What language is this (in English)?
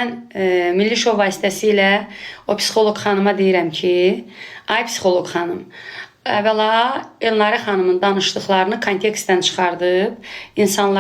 Azerbaijani